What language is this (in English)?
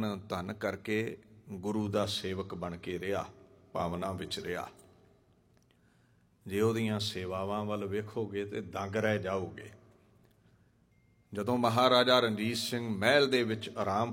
Punjabi